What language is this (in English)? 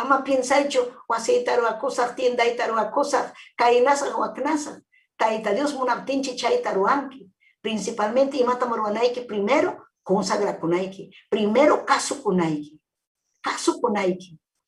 Ayacucho Quechua